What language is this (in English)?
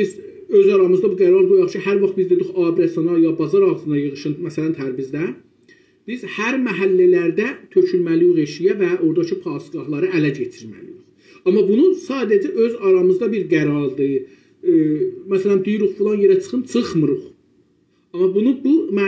South Azerbaijani